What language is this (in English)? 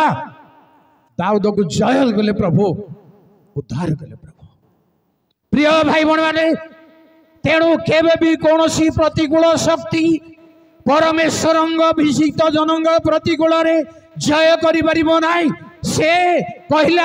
Odia